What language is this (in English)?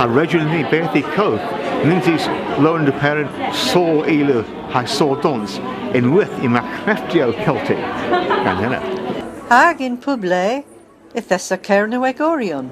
Cornish